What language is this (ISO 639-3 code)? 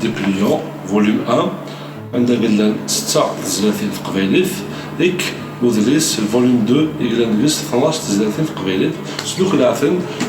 kab